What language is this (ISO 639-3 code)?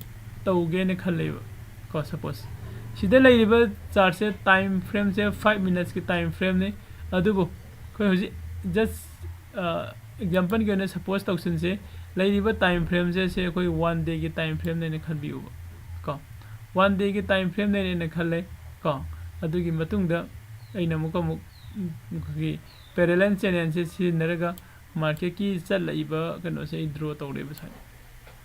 mni